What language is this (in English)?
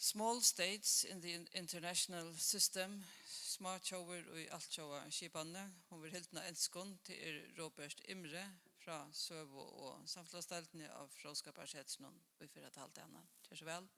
Faroese